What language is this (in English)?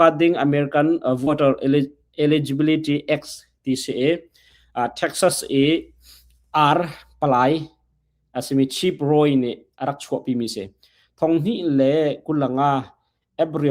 Hakha Chin